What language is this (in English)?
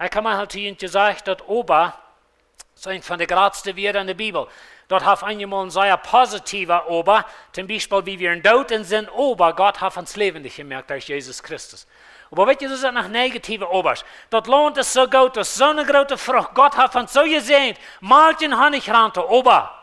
Plautdietsch